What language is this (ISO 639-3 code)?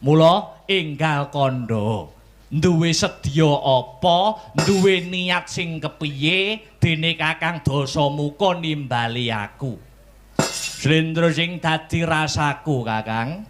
jav